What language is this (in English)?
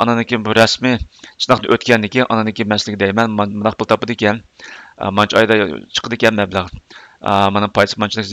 Uyghur